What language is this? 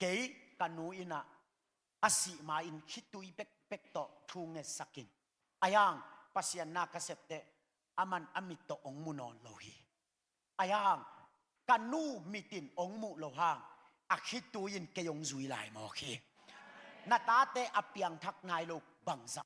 Tedim Chin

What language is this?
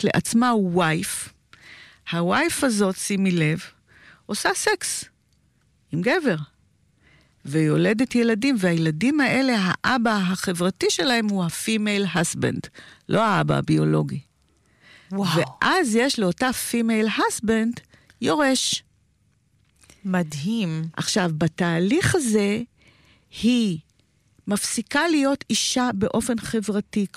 Hebrew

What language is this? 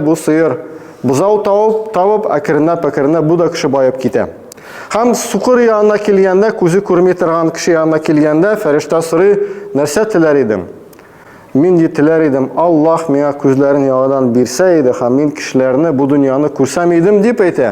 Tatar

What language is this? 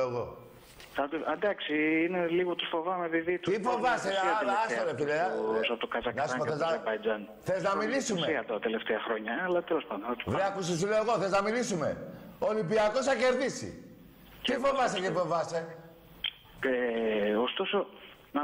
Greek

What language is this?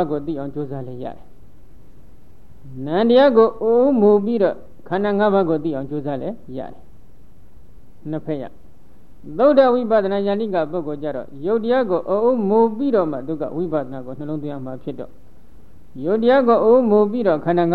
Burmese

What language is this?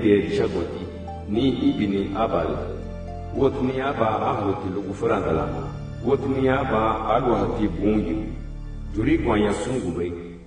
Garifuna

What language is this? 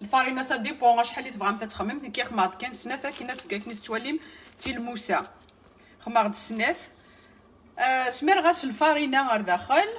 Kabyle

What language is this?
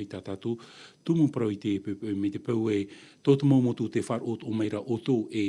Tahitian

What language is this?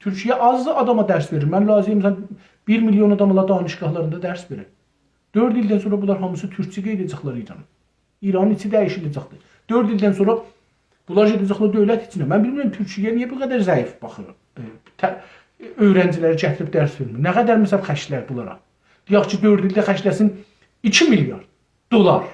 South Azerbaijani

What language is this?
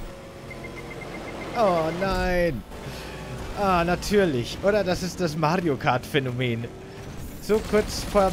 German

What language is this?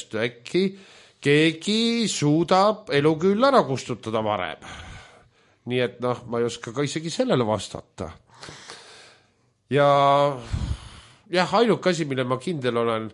Estonian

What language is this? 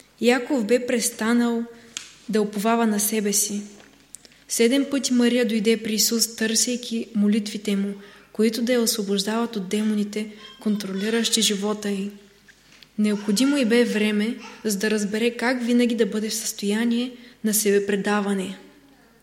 Bulgarian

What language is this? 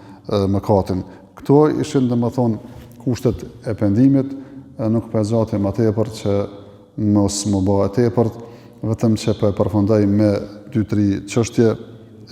Albanian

